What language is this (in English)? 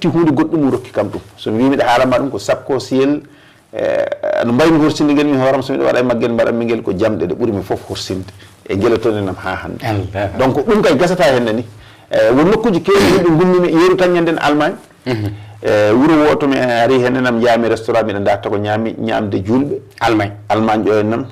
Fula